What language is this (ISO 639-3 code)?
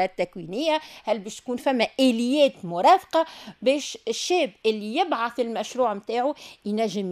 aeb